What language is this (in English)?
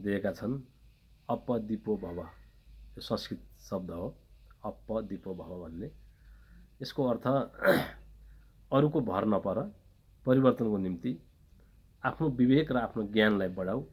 Nepali